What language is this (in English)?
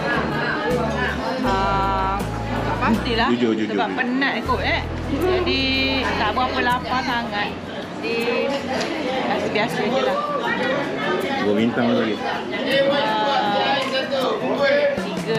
Malay